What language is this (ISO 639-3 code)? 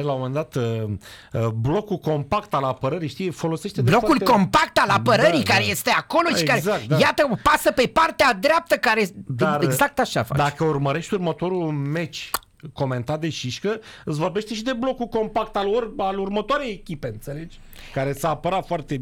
ron